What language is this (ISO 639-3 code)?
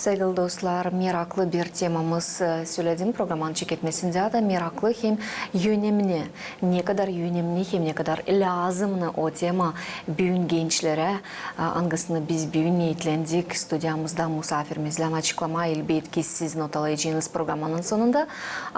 gag